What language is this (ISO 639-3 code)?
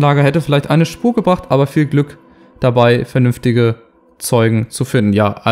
deu